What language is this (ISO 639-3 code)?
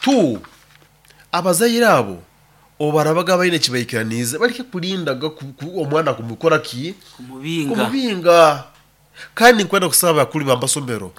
nyo